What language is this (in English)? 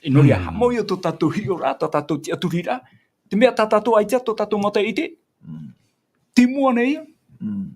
Tahitian